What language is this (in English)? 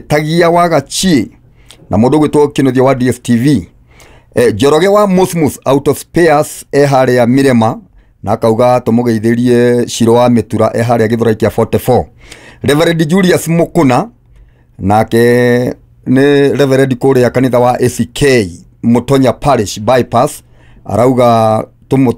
Kikuyu